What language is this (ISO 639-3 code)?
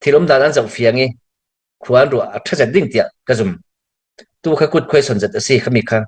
cfm